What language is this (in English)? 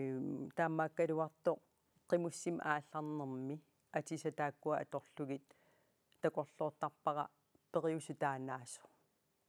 Kalaallisut